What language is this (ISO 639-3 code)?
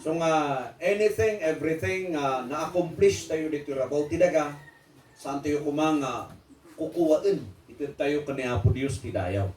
ilo